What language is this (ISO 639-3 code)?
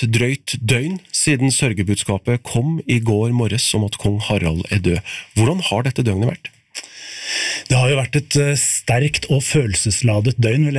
nor